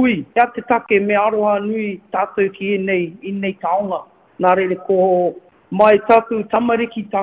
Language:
Māori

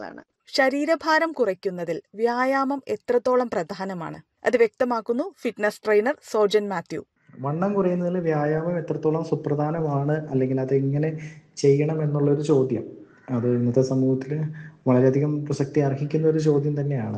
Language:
Malayalam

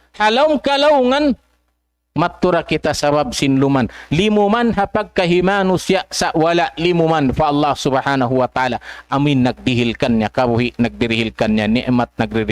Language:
Tausug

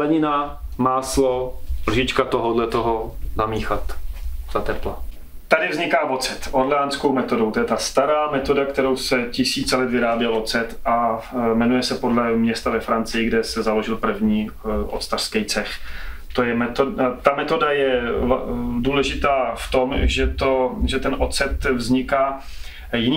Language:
Czech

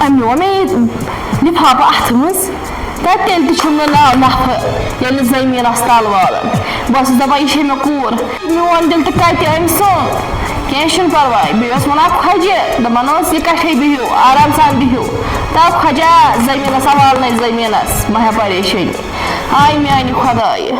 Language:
Kashmiri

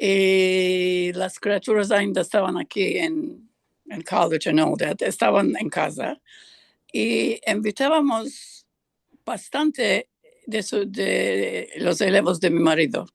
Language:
Ladino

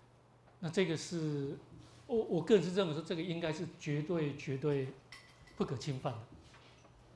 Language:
Chinese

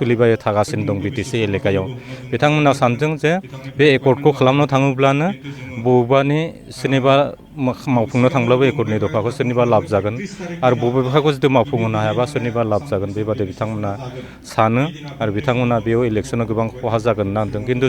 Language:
Bodo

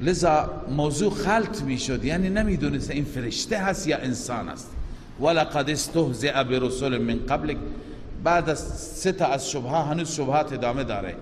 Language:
Persian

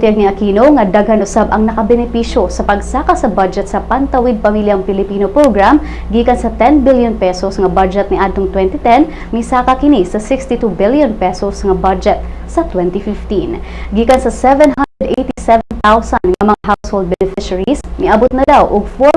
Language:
Cebuano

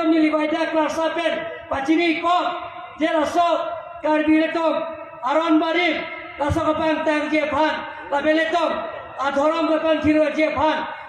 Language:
Karbi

